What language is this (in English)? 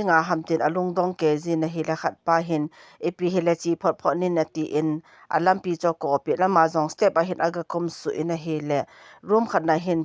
Thado Chin